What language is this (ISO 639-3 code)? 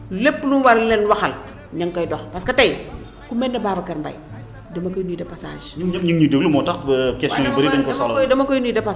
wol